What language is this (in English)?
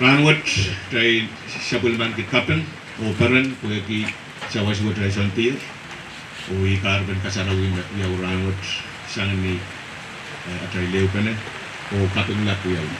Pohnpeian